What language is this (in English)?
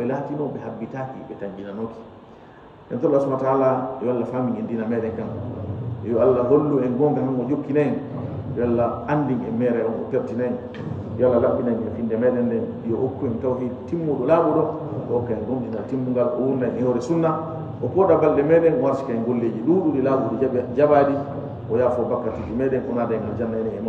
Fula